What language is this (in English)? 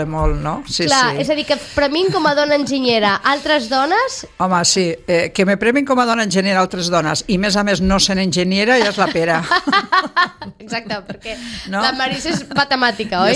Catalan